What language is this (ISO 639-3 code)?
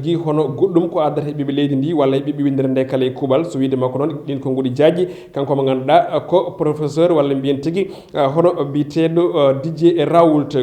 ful